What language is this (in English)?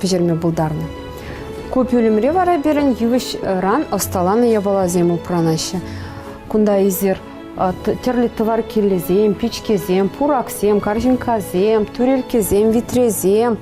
Chuvash